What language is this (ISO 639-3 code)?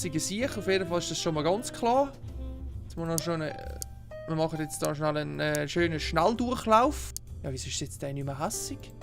gsw